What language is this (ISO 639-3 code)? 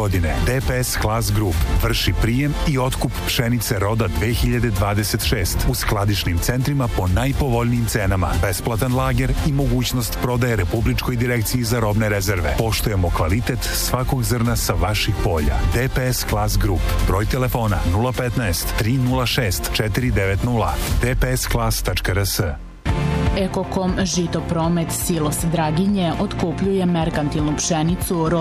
srp